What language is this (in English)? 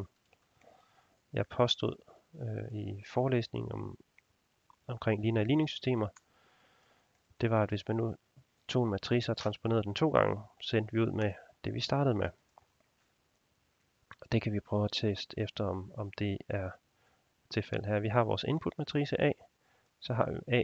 Danish